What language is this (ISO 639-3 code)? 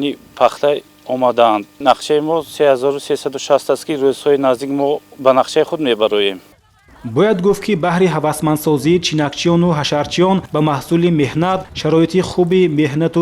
tgk